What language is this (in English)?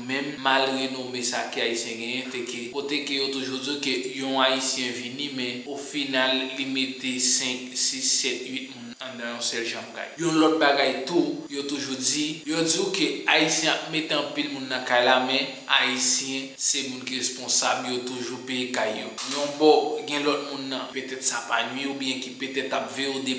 Haitian Creole